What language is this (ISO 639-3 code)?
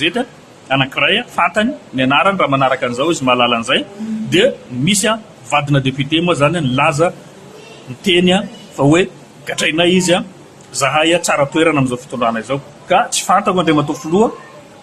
mlg